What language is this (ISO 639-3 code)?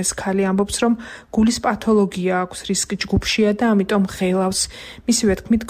kat